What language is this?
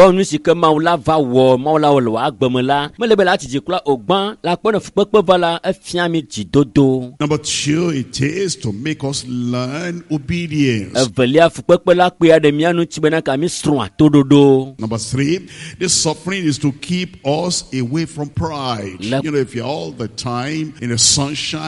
Ewe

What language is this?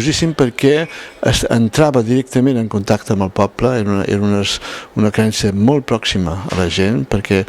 Occitan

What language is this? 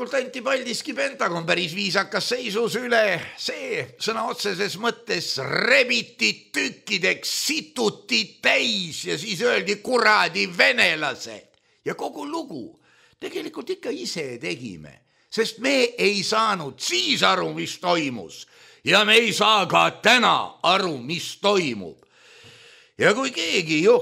Estonian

